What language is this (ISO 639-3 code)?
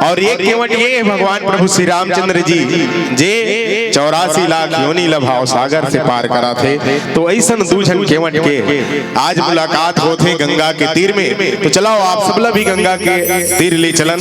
hne